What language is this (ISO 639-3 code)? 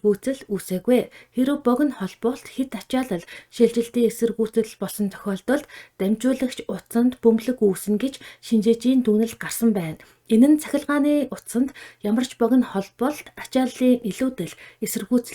mon